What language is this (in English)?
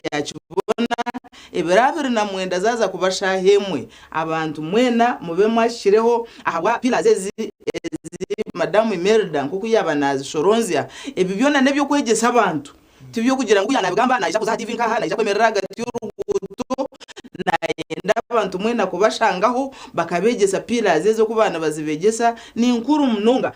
Nyankole